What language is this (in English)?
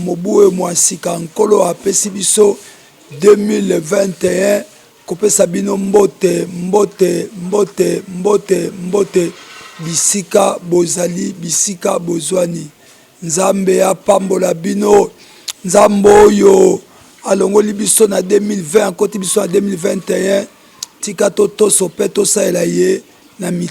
Lingala